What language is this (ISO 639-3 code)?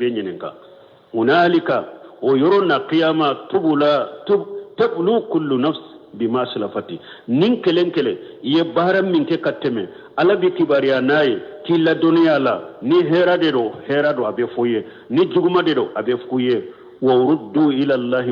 bam